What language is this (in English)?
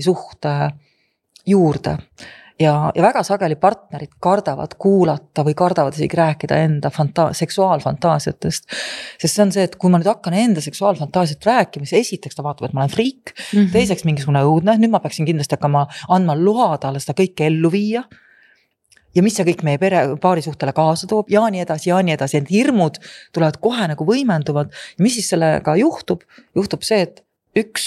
Estonian